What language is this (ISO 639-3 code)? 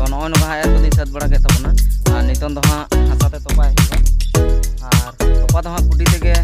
sat